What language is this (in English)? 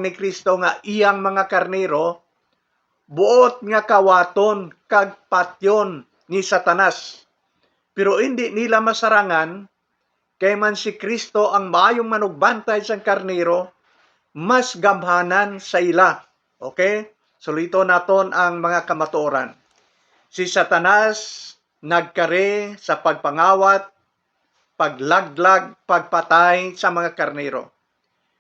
Hiligaynon